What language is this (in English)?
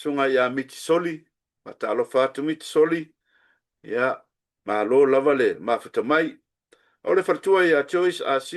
Samoan